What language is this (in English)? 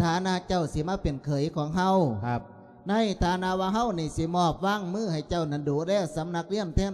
Lao